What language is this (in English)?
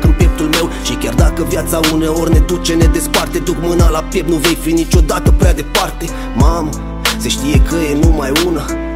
Romanian